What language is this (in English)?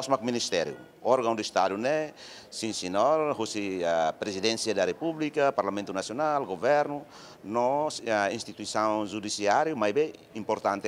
Tetum